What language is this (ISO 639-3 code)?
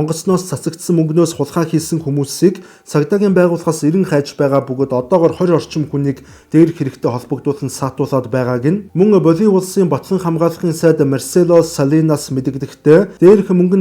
mon